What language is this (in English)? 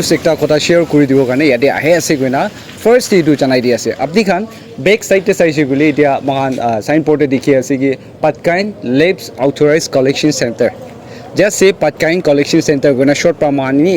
Naga Pidgin